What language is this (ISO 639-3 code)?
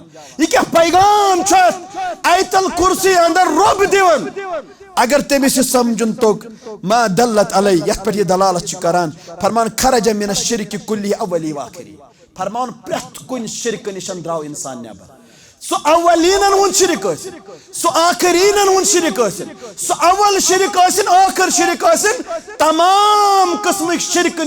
kas